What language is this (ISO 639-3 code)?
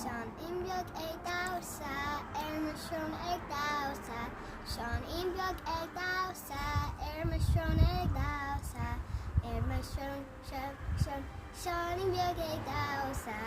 gle